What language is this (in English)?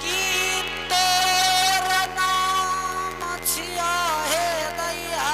Angika